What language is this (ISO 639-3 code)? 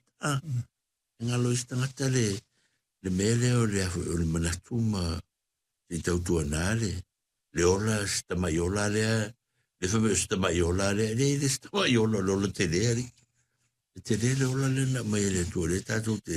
smo